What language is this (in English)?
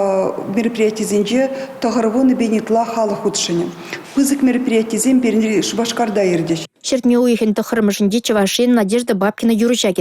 Chuvash